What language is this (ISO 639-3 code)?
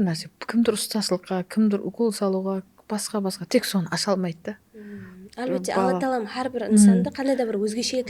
kaa